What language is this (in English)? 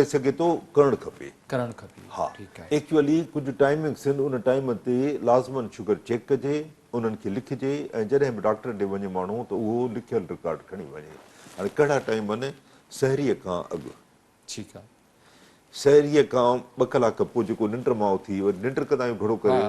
Sindhi